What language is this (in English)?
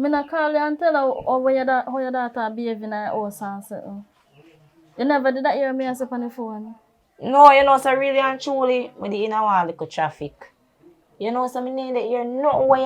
Jamaican Creole English